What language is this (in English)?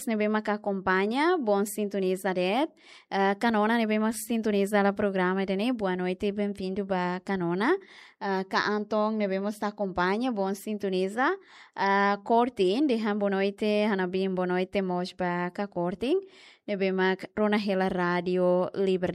Tetum